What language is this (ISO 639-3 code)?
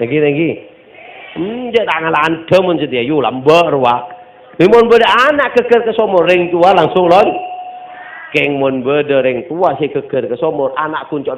mad